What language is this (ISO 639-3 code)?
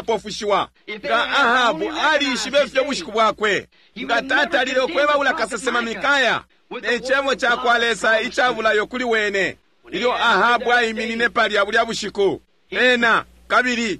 bem